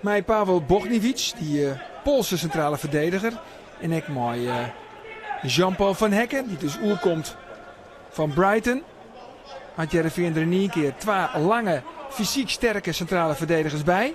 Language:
Western Frisian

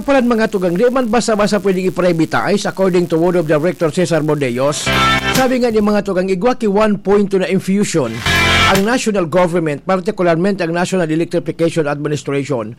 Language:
Bikol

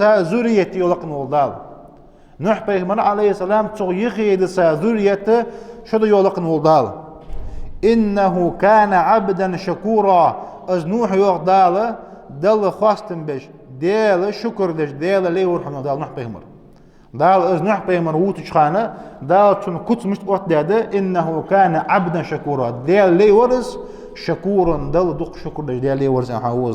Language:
Ingush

